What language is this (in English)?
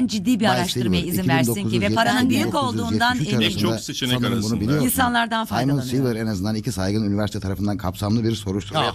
Turkish